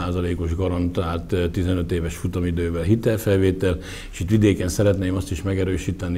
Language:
Hungarian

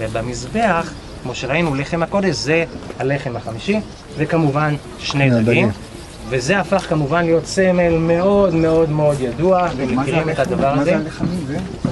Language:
Hebrew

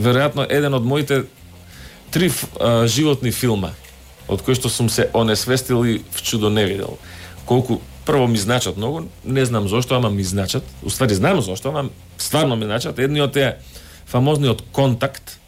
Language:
Macedonian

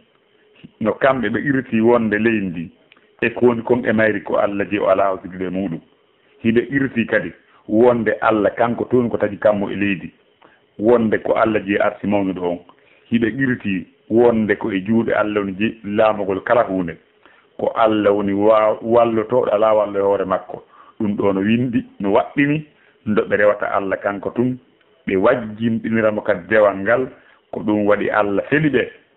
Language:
Fula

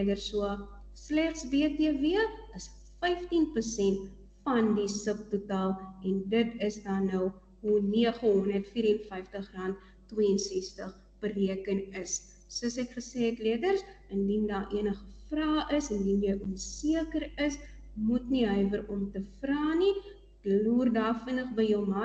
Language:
Afrikaans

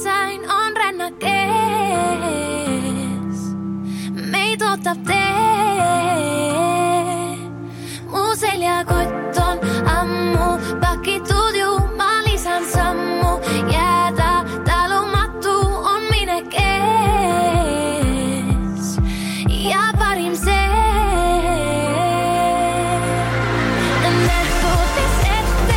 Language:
Estonian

